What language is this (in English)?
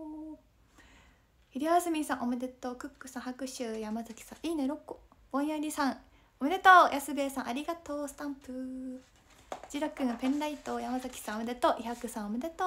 Japanese